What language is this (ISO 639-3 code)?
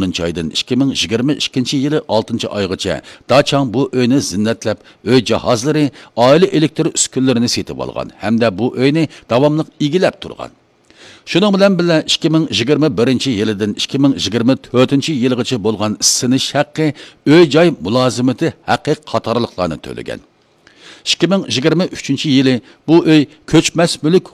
uig